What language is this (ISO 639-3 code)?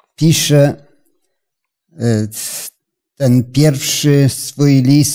pol